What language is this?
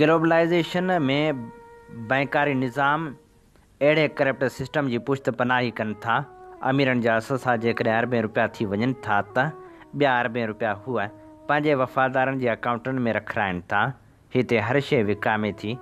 Sindhi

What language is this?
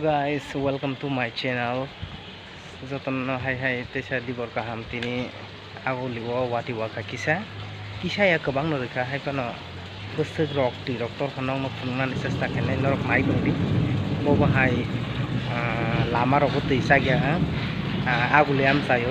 Kok Borok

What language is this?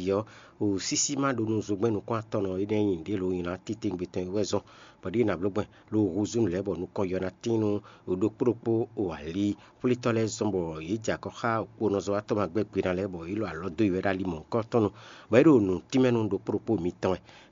Fon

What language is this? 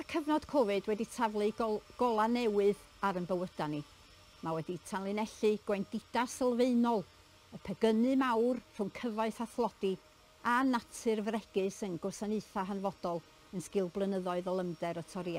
Welsh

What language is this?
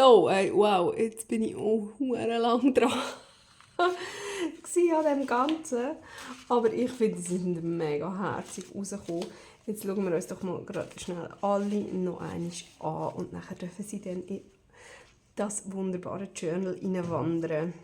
Swiss German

